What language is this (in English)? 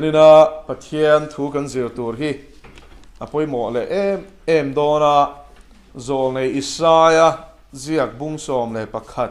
Mizo